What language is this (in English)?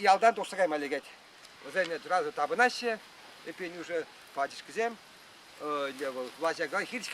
Chuvash